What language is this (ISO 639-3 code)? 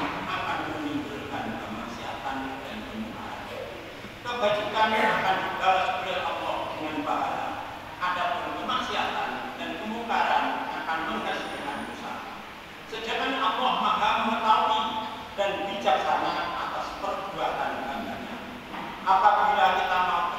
ind